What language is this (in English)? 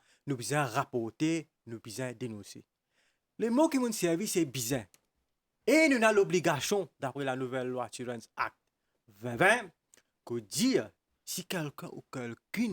Morisyen